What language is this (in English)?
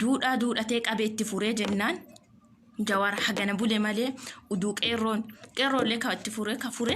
Oromo